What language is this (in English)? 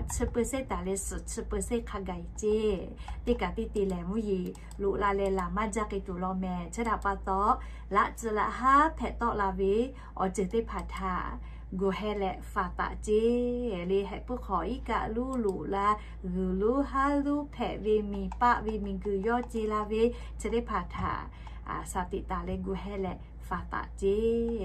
Lahu